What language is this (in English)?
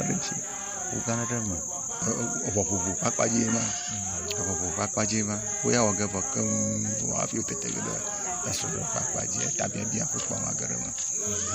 Ewe